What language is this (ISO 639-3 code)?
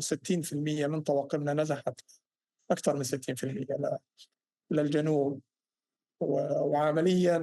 apc